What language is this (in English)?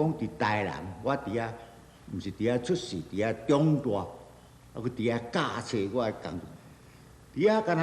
Min Nan Chinese